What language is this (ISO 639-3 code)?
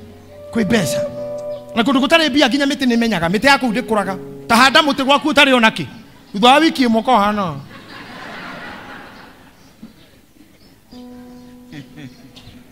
kik